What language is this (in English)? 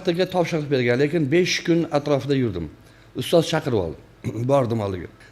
Uzbek